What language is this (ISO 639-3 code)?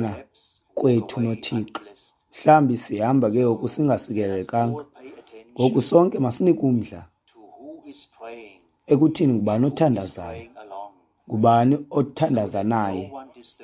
xho